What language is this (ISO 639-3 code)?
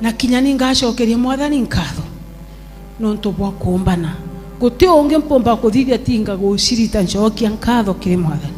mer